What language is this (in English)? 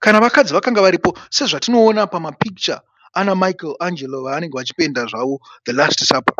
Shona